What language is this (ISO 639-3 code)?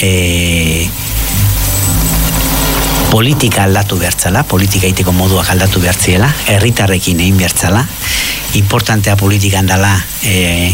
eus